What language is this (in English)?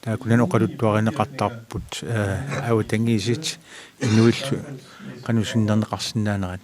Kalaallisut